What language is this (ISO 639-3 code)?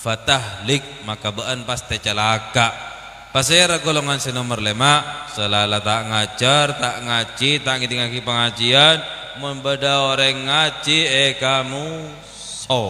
mad